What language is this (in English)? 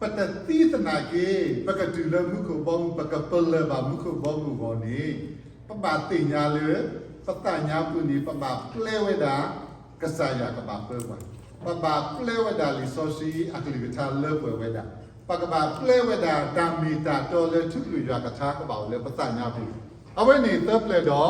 S'gaw Karen